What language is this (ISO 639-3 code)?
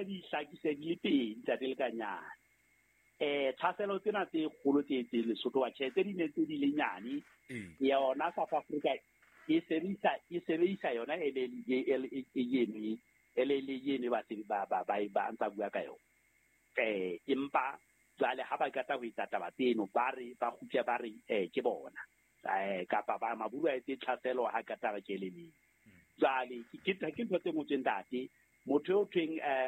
sot